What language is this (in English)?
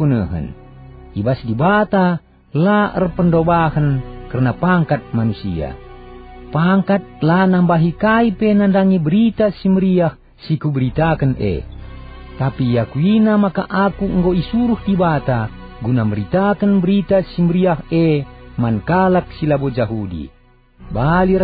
Batak Karo